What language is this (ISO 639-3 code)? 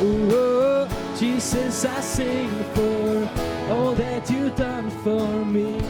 fao